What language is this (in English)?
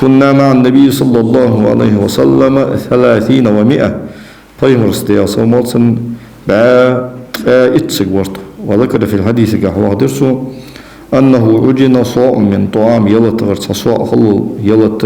Ingush